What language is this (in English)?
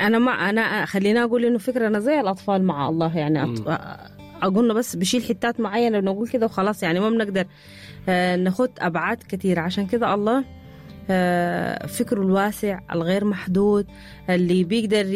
Sudanese Arabic